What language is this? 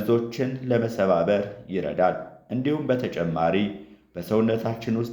Amharic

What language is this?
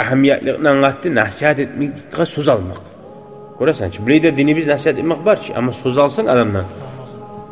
Kumyk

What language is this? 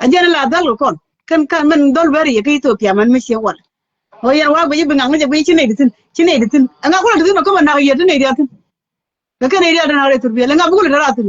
Nuer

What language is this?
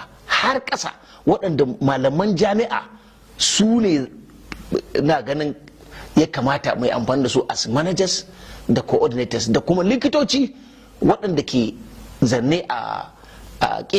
Hausa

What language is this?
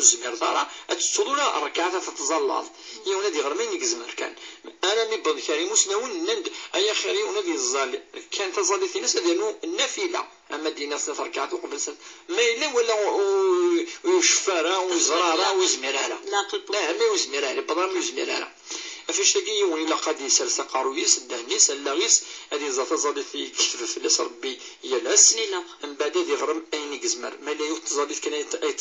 Kabyle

